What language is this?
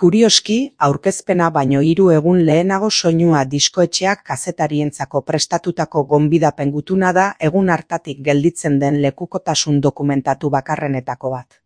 Basque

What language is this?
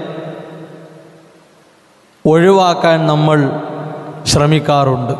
Malayalam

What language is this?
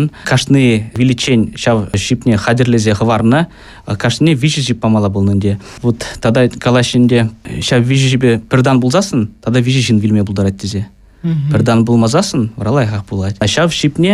Chuvash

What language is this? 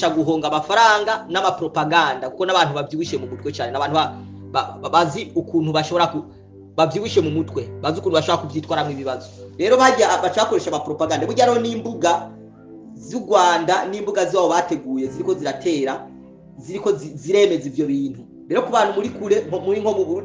Rundi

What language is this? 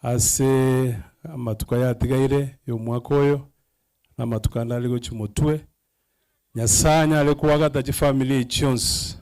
Gusii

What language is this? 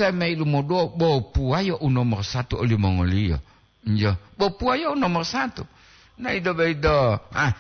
Gorontalo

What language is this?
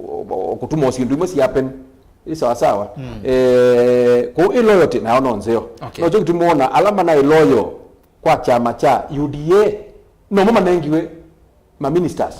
Kamba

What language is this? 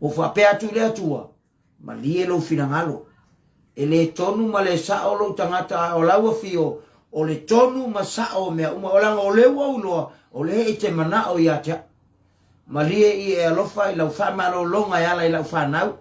Samoan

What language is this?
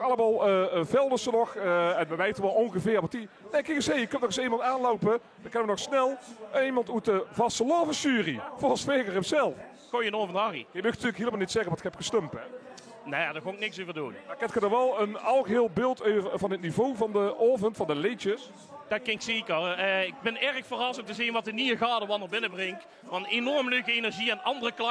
Limburgish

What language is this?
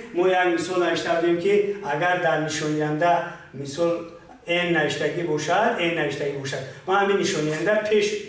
Tajik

